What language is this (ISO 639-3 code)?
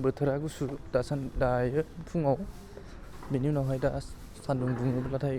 brx